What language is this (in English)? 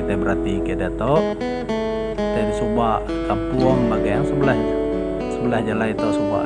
Iban